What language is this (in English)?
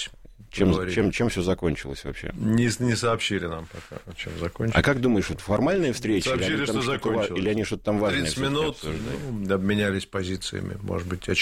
Russian